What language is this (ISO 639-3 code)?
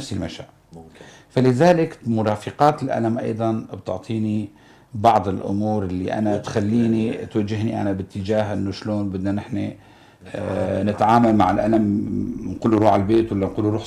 apc